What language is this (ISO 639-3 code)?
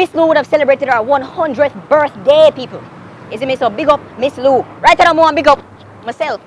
jam